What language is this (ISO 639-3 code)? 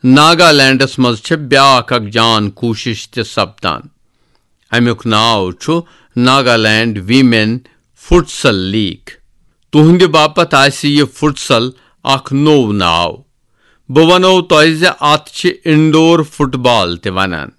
kas